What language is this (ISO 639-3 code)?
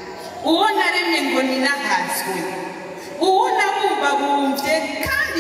run